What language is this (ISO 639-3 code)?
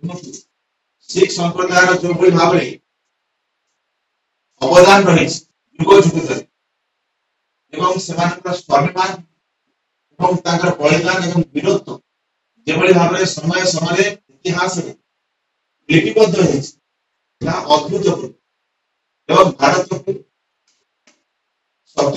ori